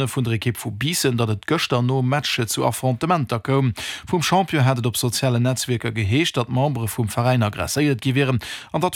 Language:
Luxembourgish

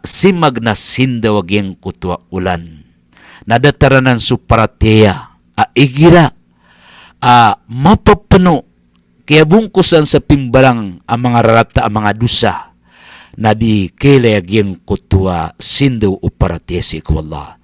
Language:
Maranao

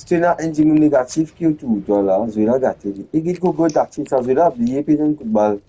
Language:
Morisyen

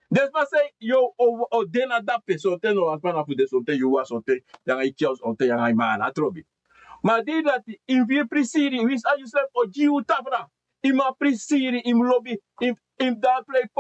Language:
Sranan Tongo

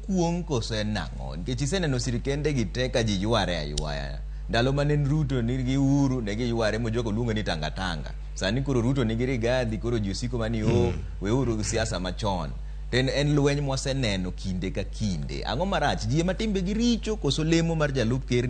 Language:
Luo (Kenya and Tanzania)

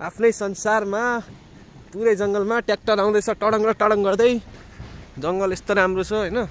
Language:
Nepali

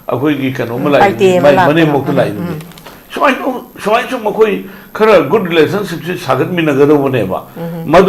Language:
Manipuri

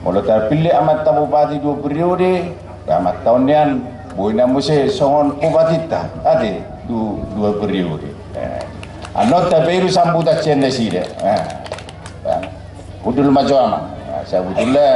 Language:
Batak Toba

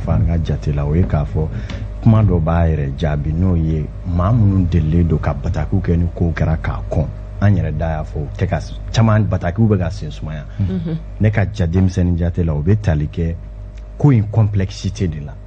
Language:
Bambara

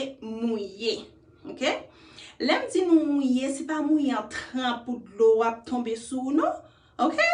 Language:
Haitian Creole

